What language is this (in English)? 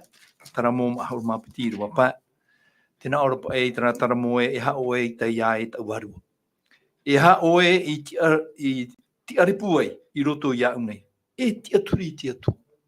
Tahitian